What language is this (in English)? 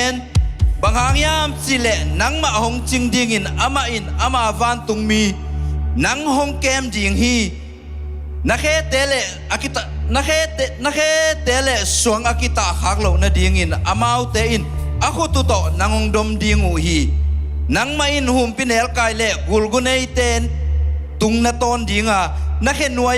Tedim Chin